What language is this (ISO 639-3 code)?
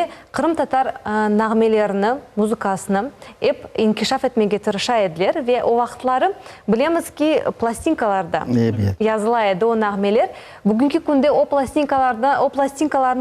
crh